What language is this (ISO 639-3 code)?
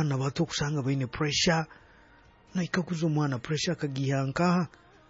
nyo